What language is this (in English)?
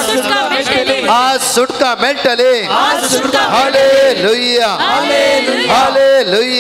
Konkani